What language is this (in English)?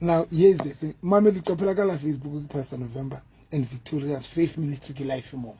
Southern Sotho